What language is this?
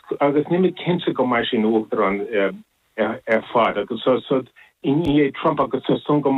Irish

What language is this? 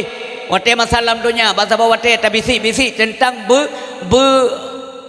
Achinese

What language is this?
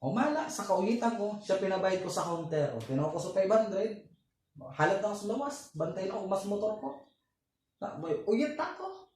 Bikol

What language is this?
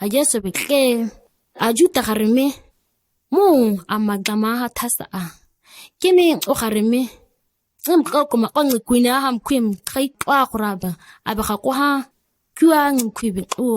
ǁGana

